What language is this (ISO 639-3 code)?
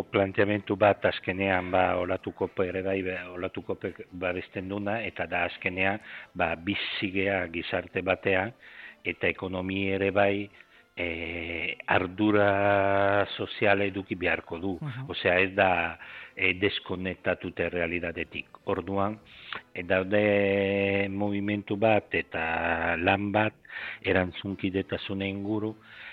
eus